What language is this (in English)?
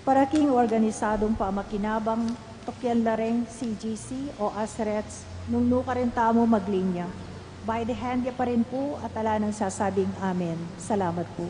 Pampanga